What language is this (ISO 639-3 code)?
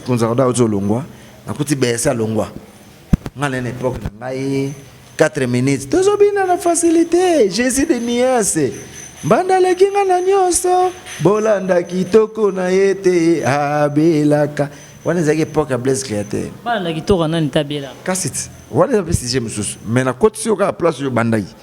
lin